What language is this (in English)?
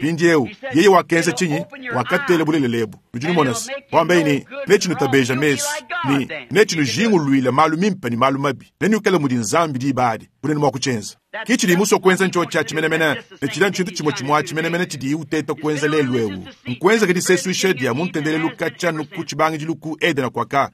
Luba-Lulua